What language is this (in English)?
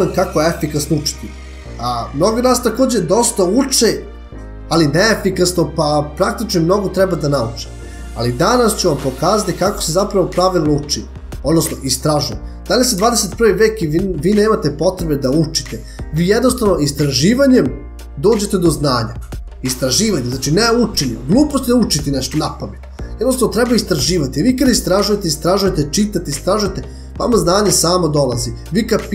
Serbian